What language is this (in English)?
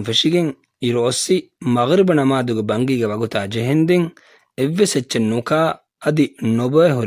Divehi